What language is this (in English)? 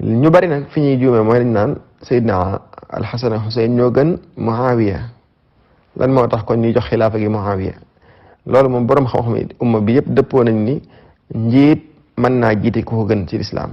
Wolof